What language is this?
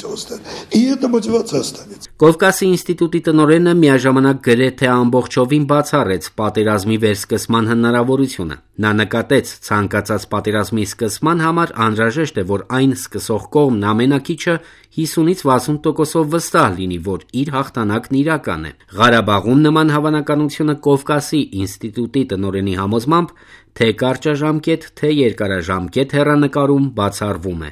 Armenian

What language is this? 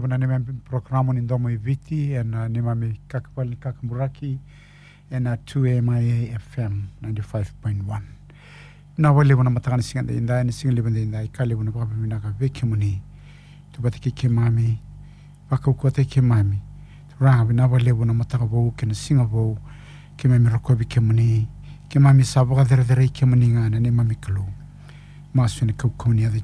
Fijian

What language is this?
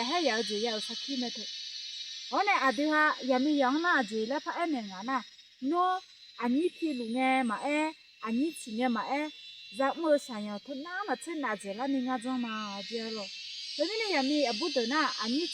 Akha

